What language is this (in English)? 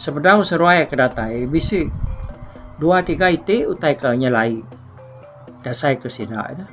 Iban